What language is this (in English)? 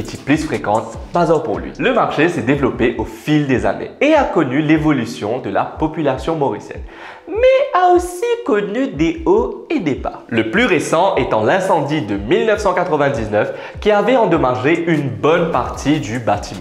Morisyen